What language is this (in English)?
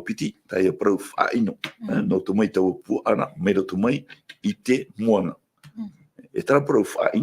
Tahitian